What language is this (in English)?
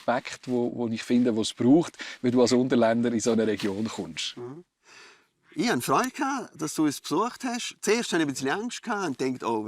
Romansh